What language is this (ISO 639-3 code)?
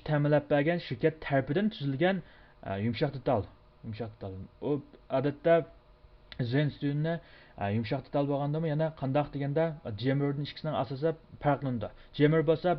uig